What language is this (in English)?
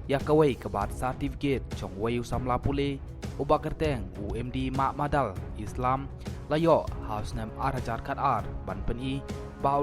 Khasi